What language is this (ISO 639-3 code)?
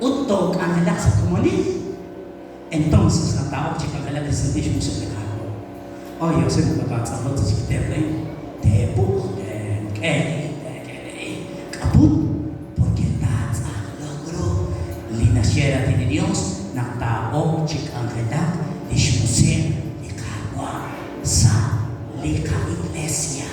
kek